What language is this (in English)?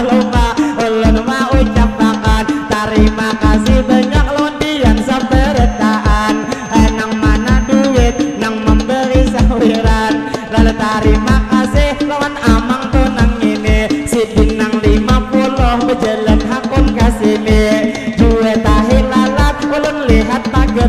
Banjar